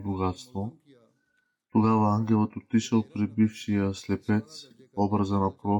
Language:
Bulgarian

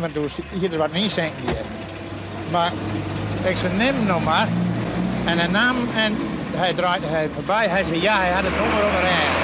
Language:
Western Frisian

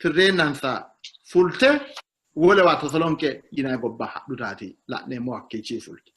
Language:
Sidamo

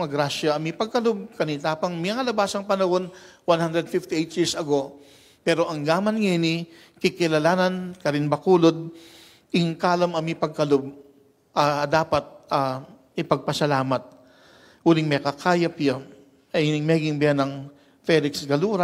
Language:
Pampanga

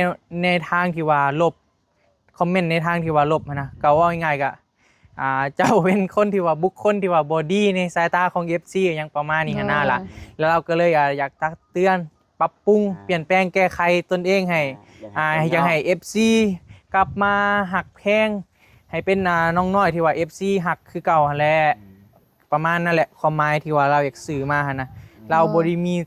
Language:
Northeastern Thai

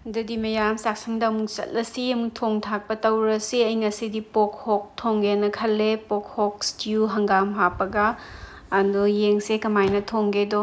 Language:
Manipuri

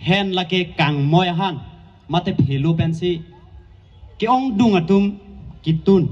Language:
Karbi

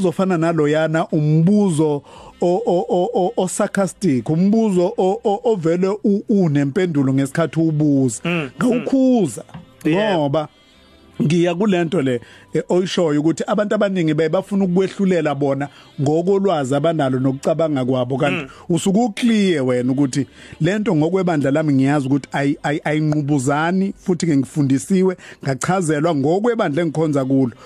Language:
Zulu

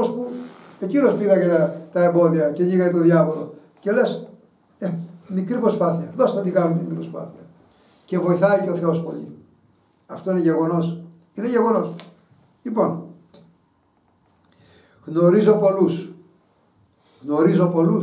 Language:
Greek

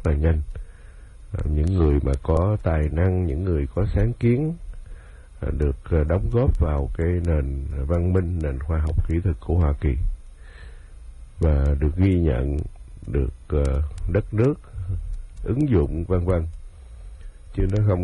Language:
Vietnamese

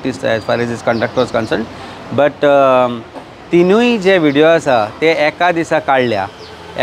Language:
Konkani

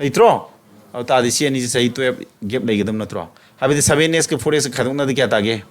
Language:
Manipuri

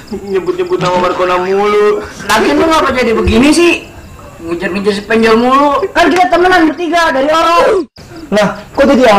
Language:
Betawi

